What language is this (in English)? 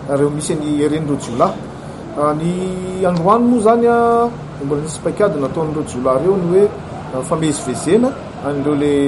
Malagasy